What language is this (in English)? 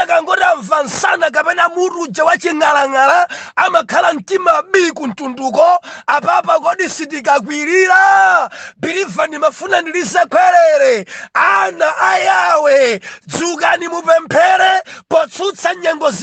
Nyanja